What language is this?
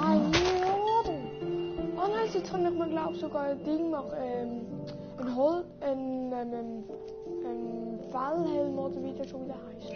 Swiss German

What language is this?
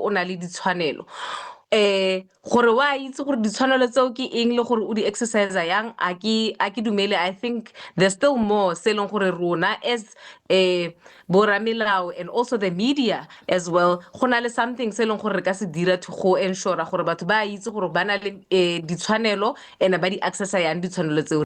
Tswana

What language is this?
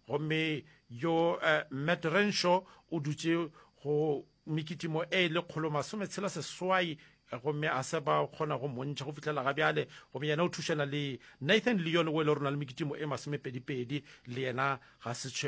Northern Sotho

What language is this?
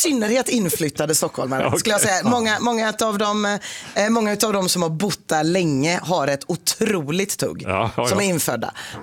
Swedish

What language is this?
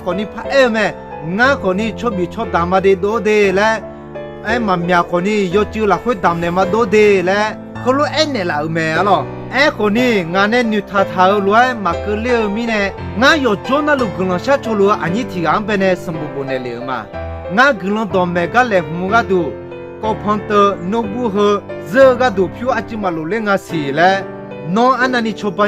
Akha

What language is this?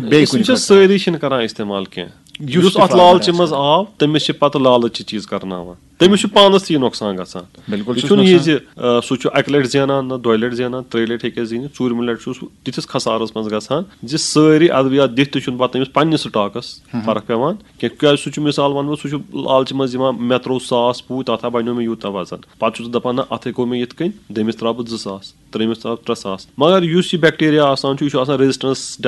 Kashmiri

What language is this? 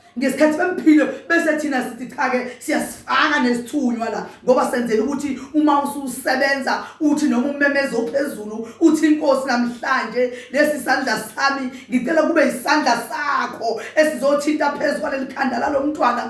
Zulu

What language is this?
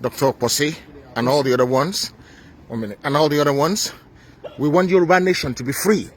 Yoruba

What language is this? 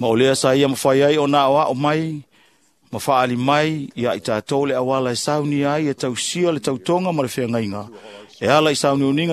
Samoan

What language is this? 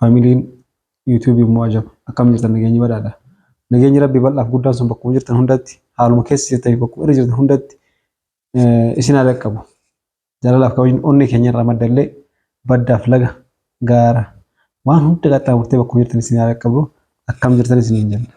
Oromo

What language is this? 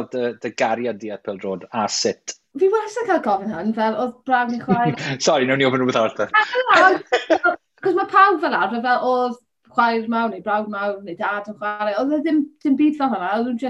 Welsh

